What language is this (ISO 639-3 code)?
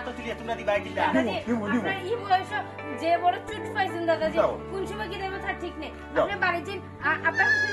syl